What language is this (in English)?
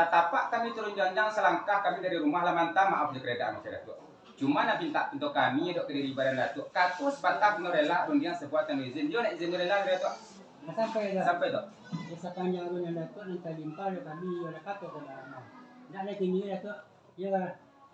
Minangkabau